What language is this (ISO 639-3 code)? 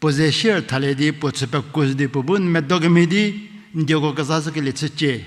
njm